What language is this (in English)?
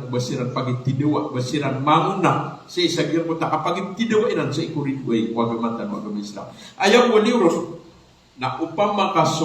Maranao